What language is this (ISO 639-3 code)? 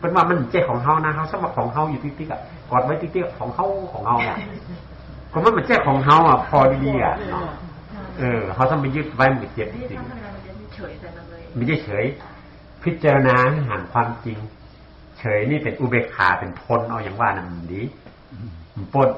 shn